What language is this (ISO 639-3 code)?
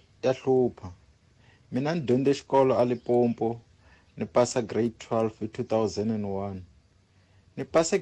tso